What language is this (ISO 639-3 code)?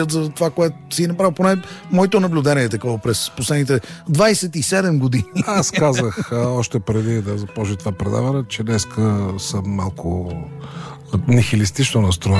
bul